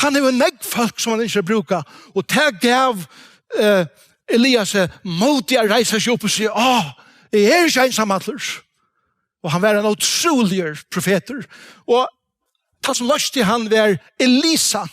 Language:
Faroese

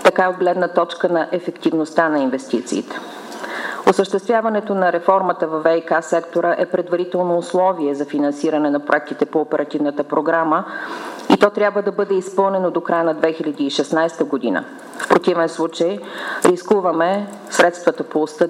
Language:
Bulgarian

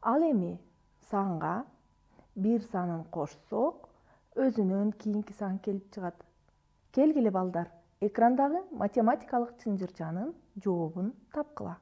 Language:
Kyrgyz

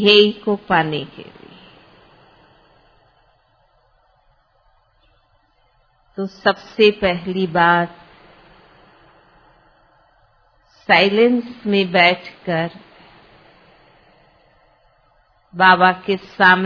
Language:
Hindi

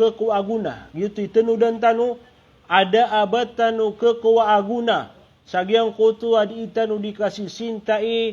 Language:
Maranao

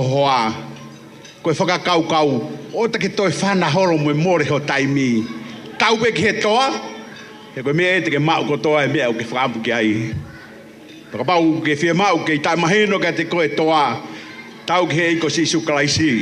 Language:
Tongan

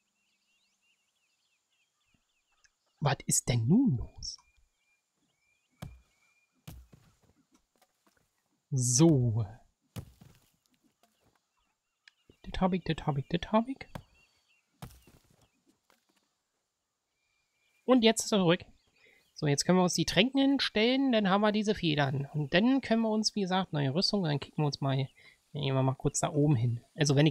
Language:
German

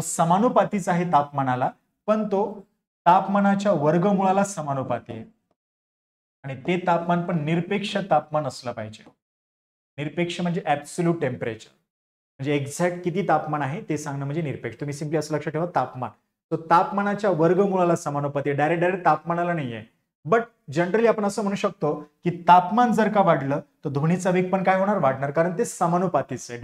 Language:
Marathi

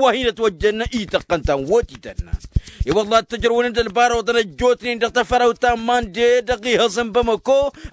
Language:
Tamasheq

